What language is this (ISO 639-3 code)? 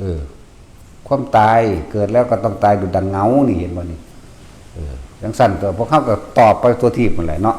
tts